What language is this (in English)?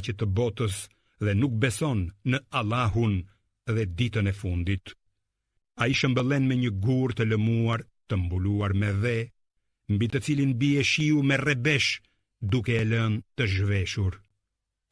Albanian